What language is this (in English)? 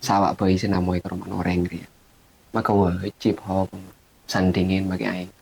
Madurese